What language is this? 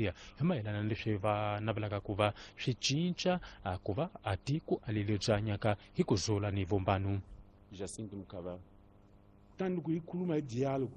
Tsonga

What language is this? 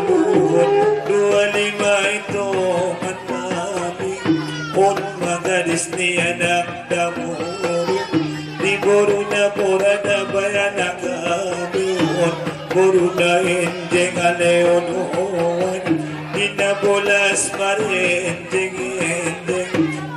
Batak Angkola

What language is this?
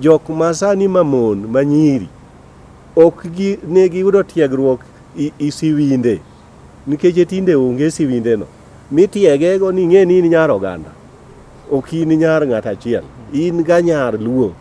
Luo (Kenya and Tanzania)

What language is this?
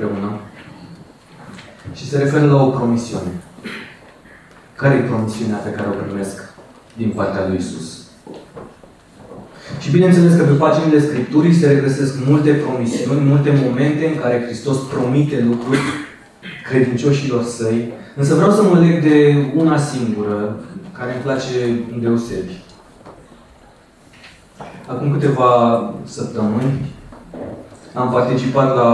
Romanian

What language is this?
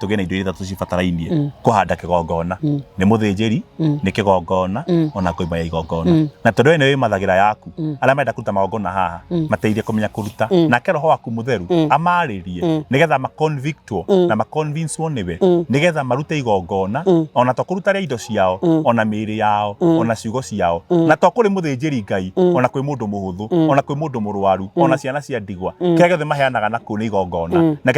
Kikuyu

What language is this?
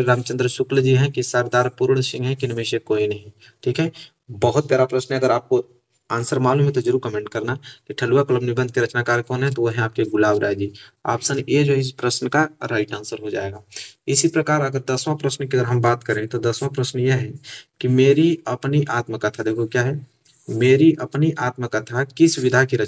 Hindi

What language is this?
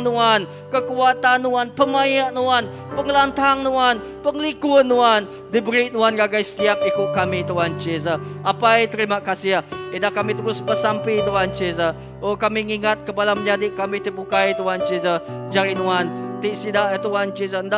Iban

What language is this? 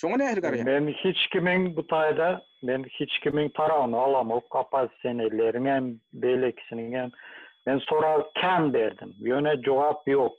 Turkmen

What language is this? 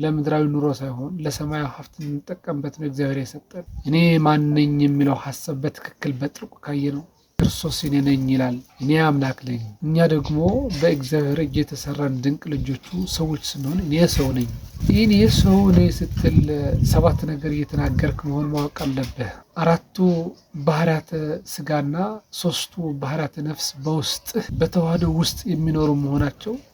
Amharic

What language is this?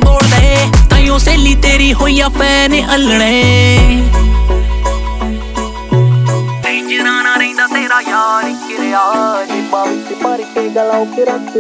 Punjabi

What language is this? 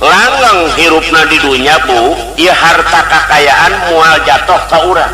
Sundanese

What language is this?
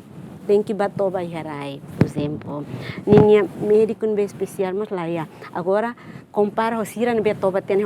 Tetum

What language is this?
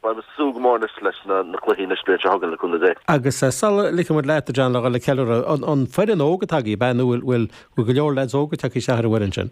Irish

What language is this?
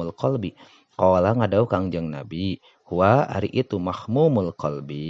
Sundanese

